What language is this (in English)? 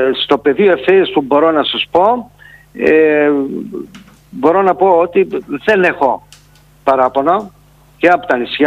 Greek